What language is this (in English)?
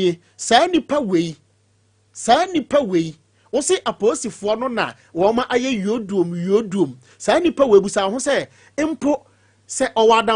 Akan